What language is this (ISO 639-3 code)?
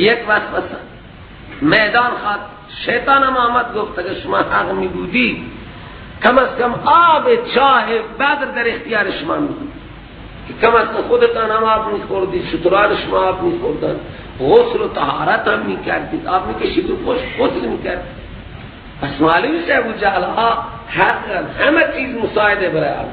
fas